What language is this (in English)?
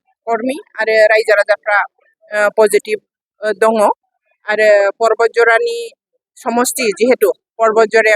Bodo